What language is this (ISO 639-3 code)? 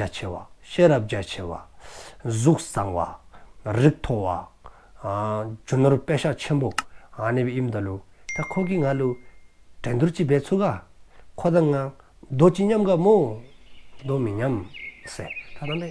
dzo